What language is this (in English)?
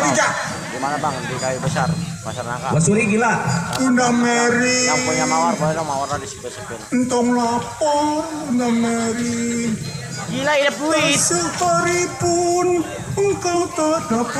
Betawi